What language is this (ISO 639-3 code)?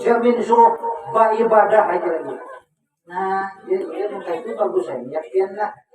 bjn